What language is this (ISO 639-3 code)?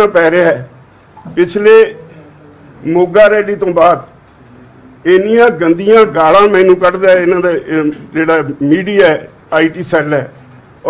pan